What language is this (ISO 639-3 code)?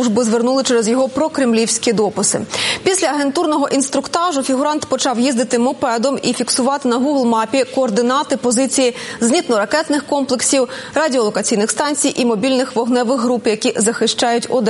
ukr